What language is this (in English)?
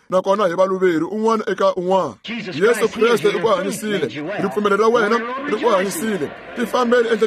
Tsonga